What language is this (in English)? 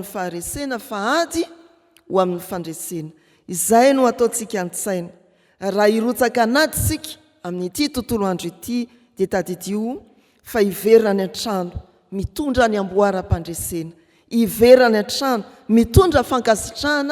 Malagasy